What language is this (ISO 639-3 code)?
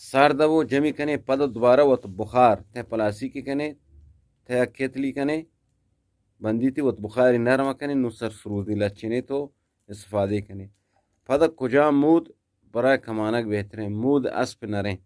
bgp